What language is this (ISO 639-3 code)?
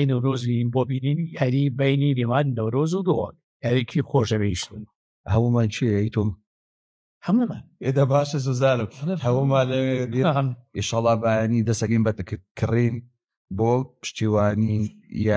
ckb